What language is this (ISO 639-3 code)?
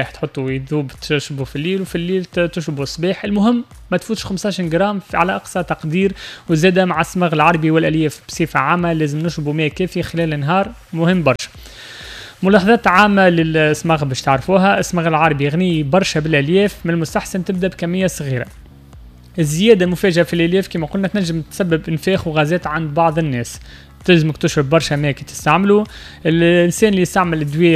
aeb